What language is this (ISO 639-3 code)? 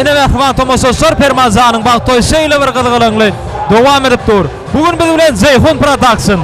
tuk